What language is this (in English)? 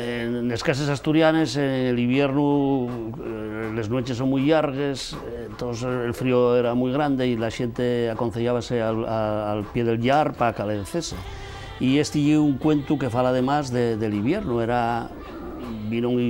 Asturian